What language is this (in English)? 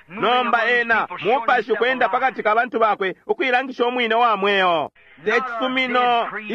Bemba